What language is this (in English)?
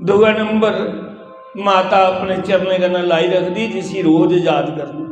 Dogri